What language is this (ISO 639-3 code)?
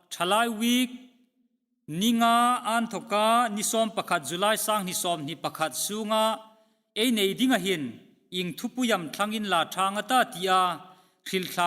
hmr